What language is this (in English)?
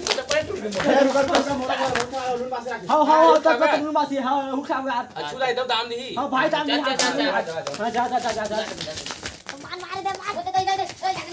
Chhattisgarhi